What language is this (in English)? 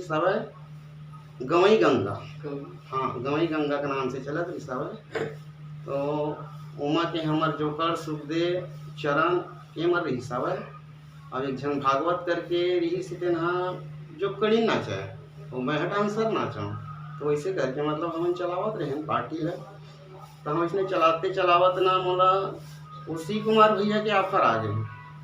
Chhattisgarhi